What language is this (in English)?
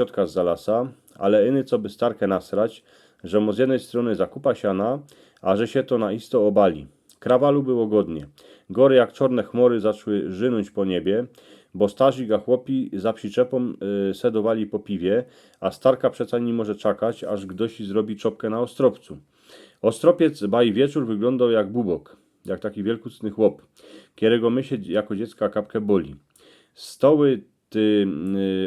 Silesian